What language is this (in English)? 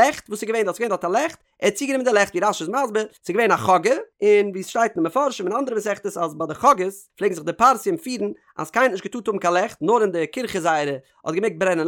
Yiddish